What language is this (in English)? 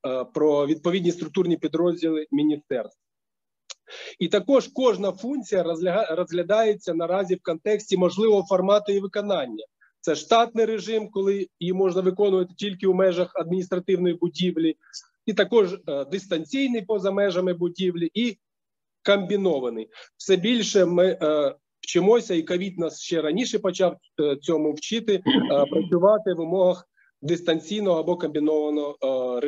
Ukrainian